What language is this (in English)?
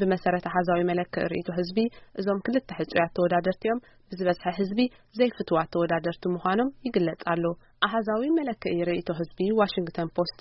Tigrinya